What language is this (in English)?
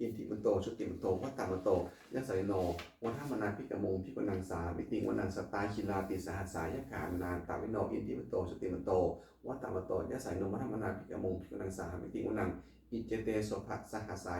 Pali